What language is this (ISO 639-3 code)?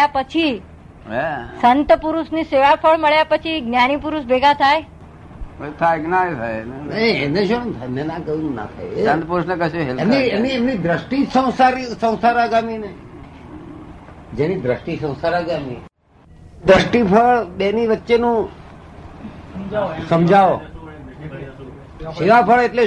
guj